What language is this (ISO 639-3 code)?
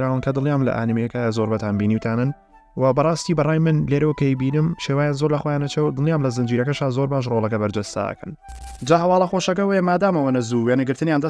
ckb